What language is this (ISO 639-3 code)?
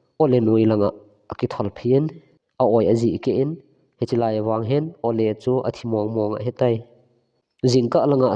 tcz